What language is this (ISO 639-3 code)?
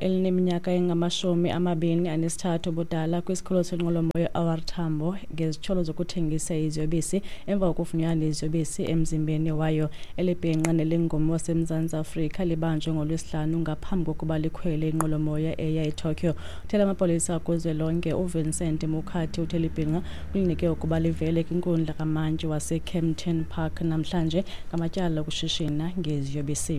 xho